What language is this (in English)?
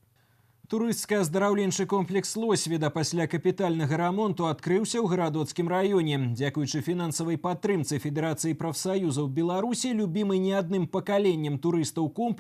Belarusian